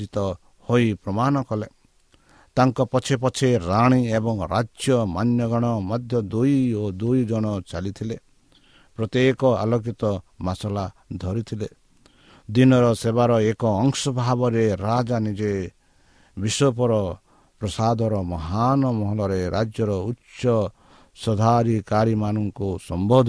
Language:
Odia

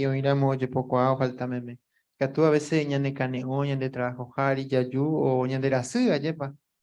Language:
Guarani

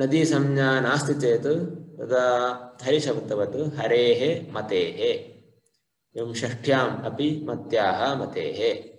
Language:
Sanskrit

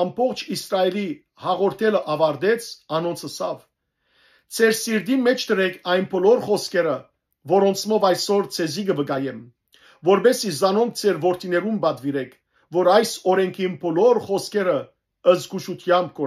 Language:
Western Armenian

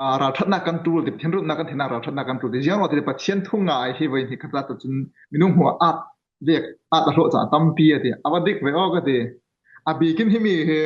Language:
Falam Chin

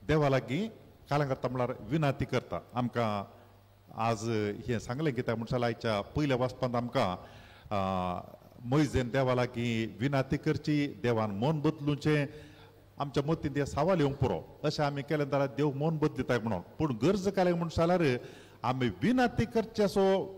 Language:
Konkani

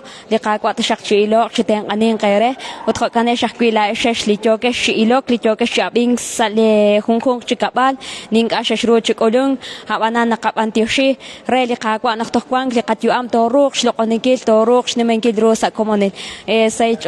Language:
Kekchí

